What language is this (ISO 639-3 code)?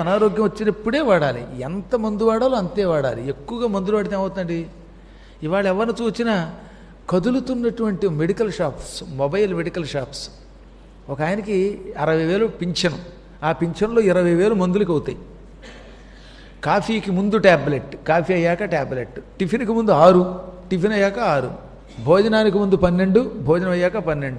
tel